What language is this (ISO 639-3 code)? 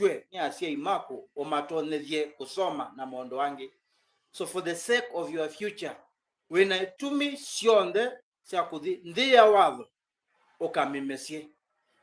kam